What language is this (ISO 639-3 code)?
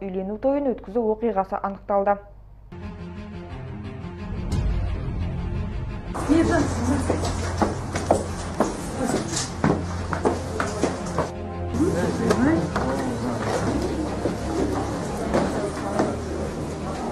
kaz